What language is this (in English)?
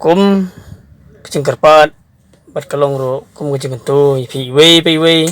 Khasi